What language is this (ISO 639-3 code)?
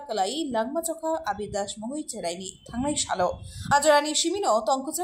trp